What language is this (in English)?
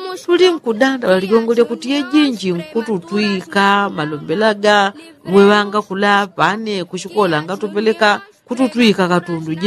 Yao